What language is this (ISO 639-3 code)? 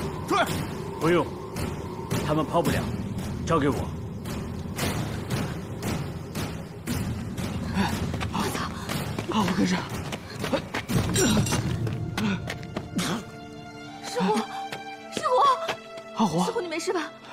zho